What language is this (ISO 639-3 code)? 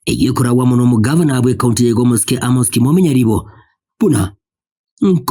guz